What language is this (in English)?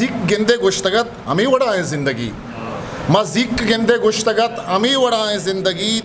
Eastern Balochi